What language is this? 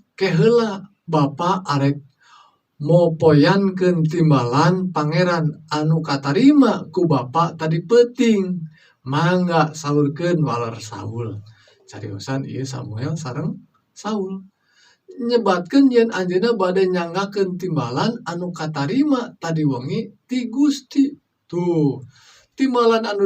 Sundanese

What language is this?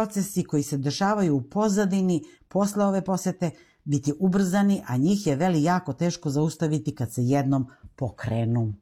Serbian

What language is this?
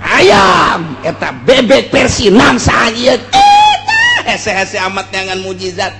Sundanese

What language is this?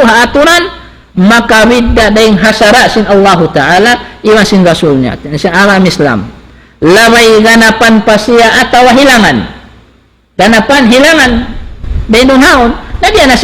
Tausug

